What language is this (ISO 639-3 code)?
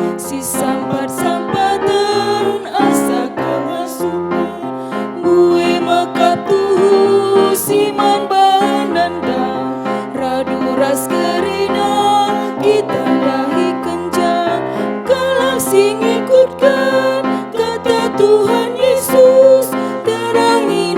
btx